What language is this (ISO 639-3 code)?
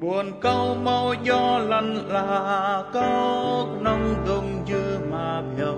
cmo